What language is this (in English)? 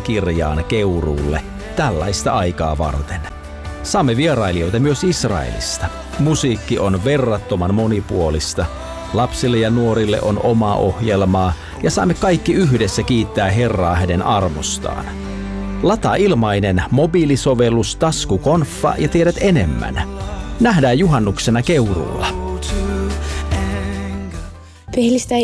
Finnish